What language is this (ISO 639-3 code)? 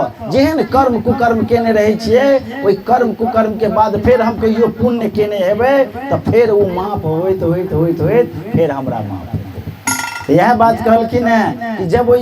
mai